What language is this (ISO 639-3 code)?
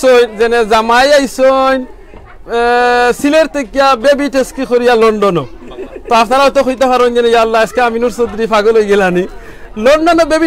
syl